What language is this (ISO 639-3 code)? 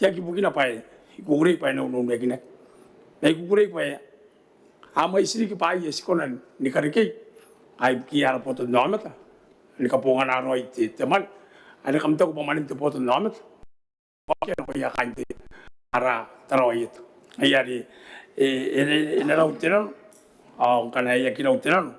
gil